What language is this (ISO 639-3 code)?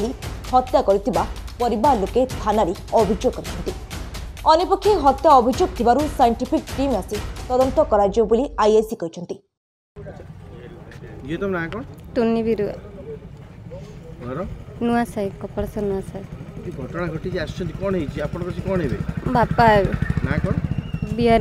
ori